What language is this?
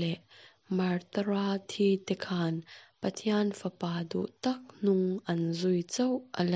Mizo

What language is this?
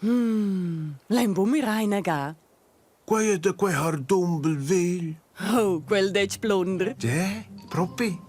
Romansh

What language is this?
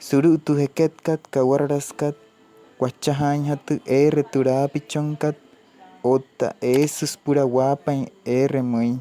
Wayuu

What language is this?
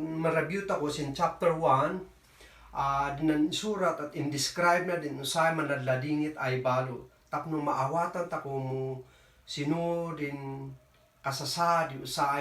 Kankanaey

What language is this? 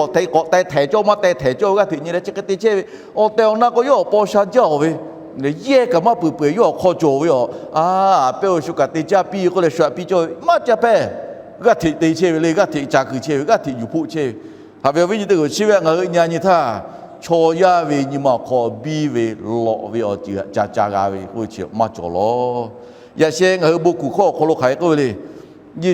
Lahu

